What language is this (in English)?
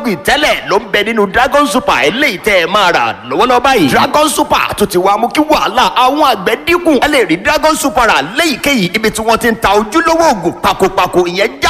Yoruba